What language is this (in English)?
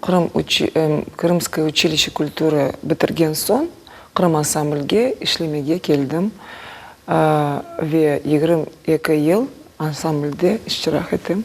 Crimean Tatar